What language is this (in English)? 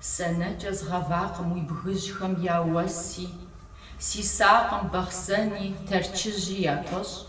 Kabardian